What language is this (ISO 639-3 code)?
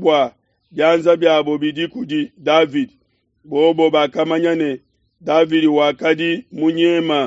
lua